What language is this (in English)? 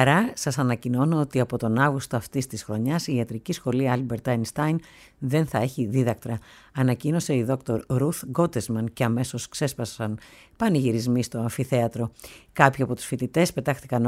Greek